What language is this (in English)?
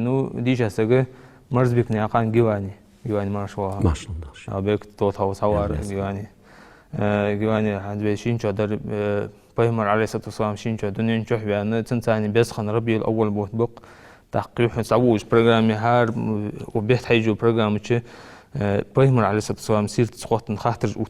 Ingush